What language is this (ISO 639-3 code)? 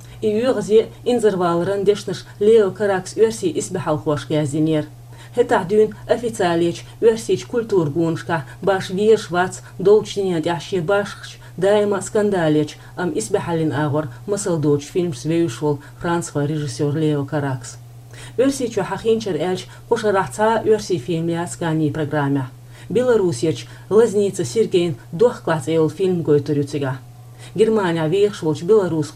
che